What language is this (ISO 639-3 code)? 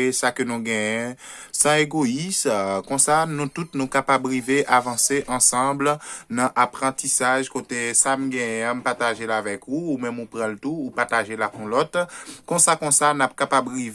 hat